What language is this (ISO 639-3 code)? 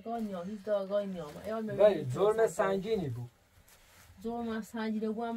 fas